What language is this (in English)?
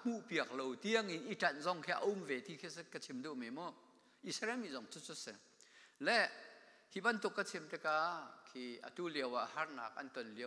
Hakha Chin